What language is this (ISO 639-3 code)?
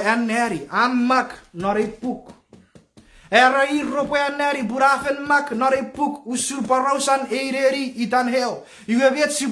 chk